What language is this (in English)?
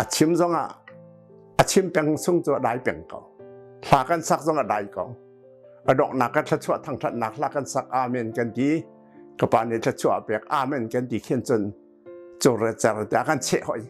Hakha Chin